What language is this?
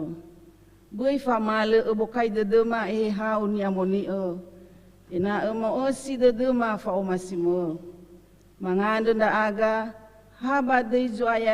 Nias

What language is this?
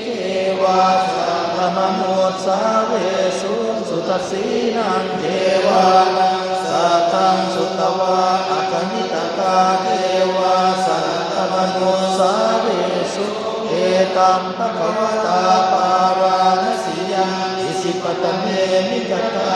Pali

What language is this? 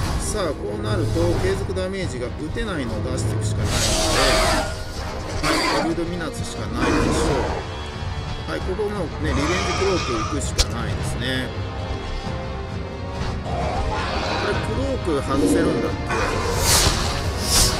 Japanese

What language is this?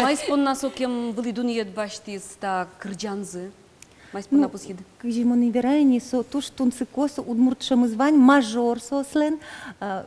Udmurt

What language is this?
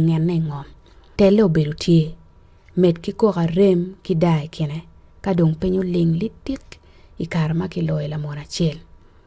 Acoli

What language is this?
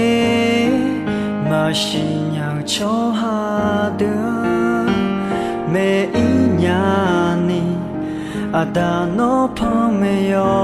Akha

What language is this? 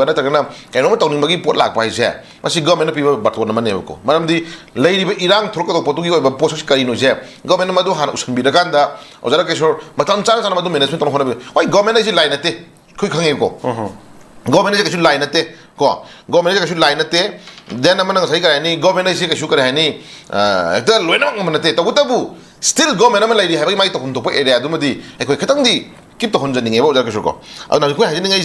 Manipuri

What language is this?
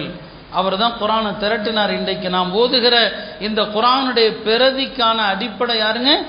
Tamil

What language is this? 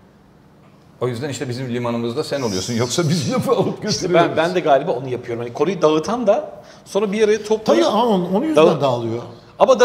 Turkish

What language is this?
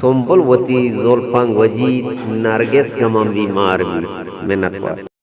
Eastern Balochi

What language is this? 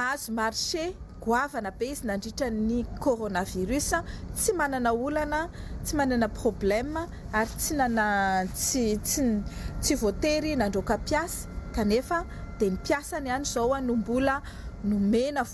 Malagasy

